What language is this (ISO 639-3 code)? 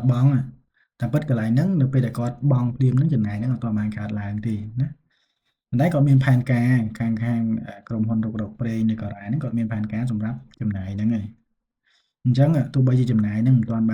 khm